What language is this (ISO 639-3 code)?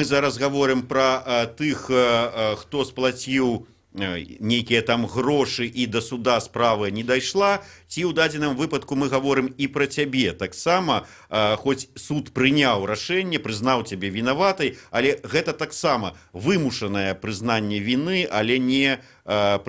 bel